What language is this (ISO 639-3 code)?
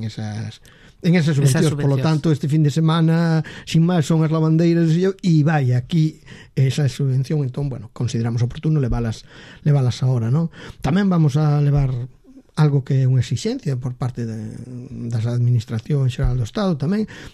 glg